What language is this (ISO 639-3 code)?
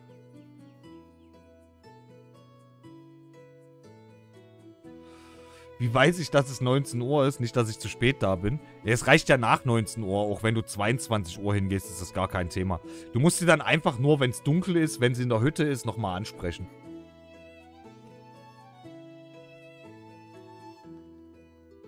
deu